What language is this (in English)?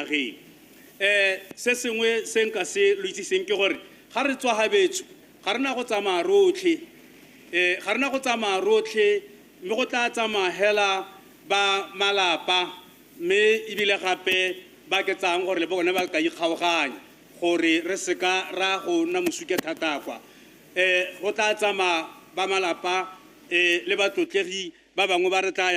Tswana